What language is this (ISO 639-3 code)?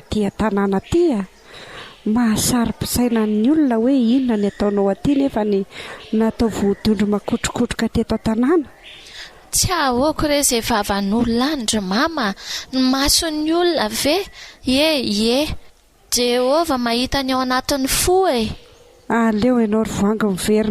mlg